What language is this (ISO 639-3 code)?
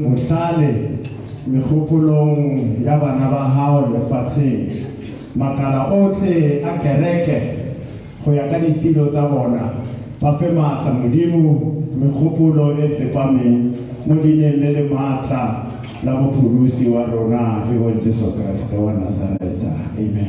tsn